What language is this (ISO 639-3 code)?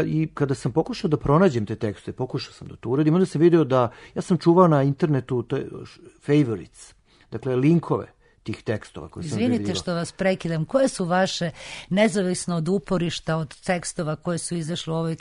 srp